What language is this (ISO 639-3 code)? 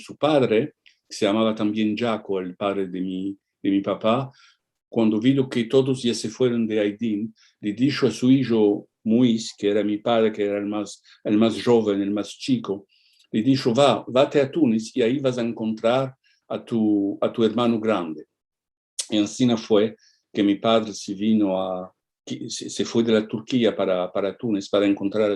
lad